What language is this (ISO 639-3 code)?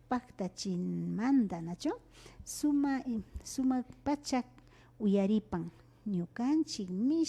qvi